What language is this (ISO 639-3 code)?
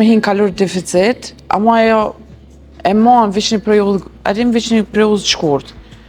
sqi